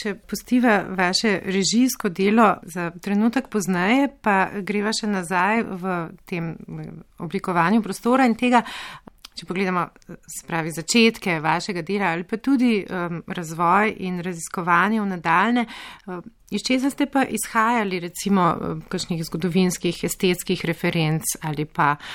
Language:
Slovenian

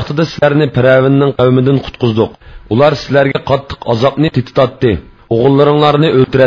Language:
Uyghur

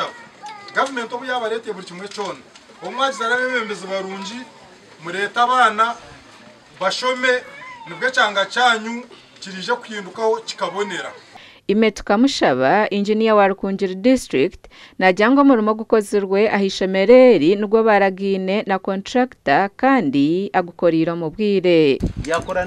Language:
Nyankole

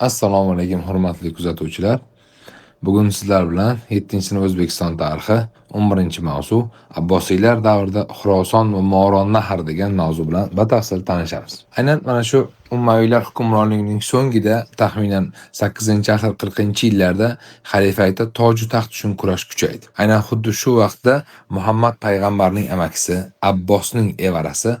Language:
Uzbek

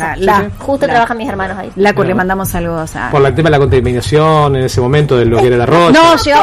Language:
Spanish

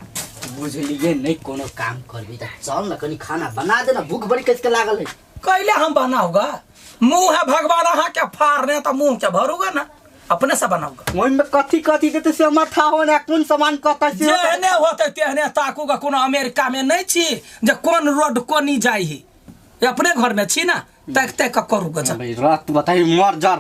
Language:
Maithili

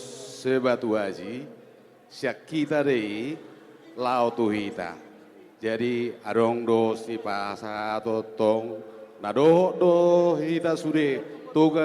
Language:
Batak Toba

